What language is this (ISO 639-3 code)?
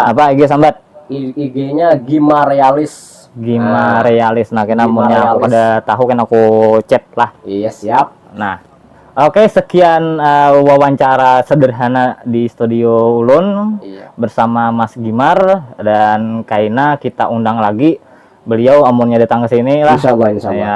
bjn